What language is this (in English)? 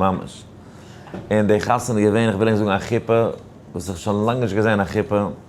Yiddish